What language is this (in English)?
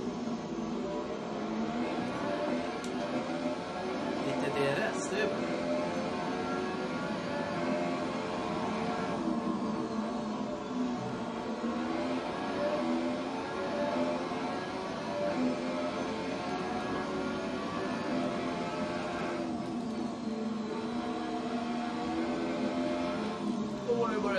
Swedish